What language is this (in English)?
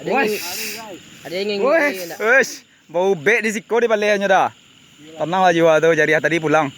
Minangkabau